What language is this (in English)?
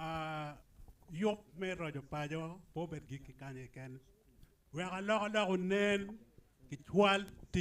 Acoli